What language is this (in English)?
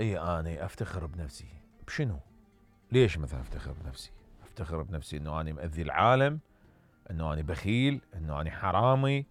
Mesopotamian Arabic